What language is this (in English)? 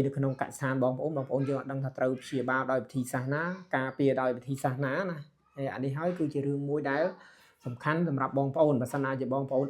Khmer